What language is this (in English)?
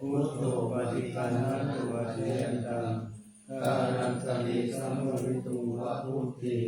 Pali